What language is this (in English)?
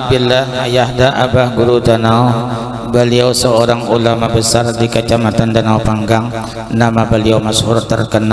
Banjar